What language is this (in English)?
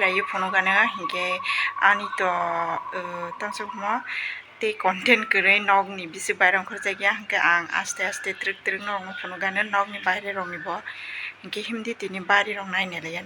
Kok Borok